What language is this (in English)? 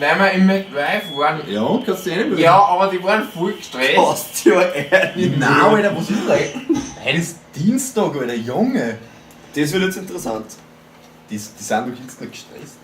Bavarian